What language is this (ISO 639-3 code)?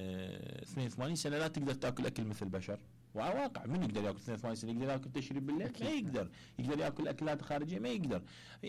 acm